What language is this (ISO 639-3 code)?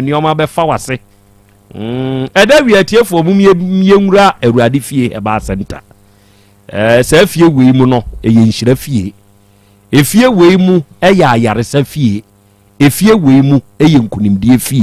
aka